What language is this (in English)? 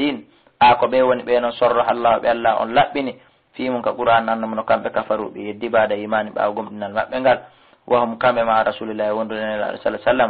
Fula